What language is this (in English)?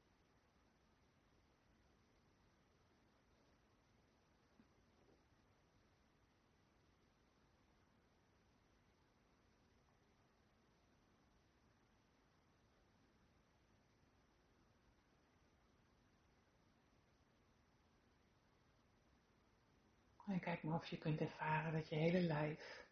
Dutch